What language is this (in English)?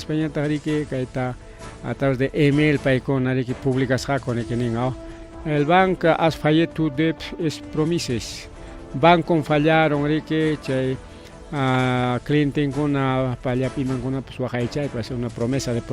Ayacucho Quechua